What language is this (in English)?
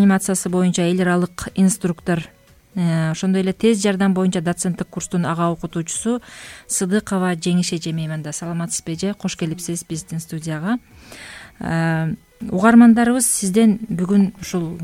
Kyrgyz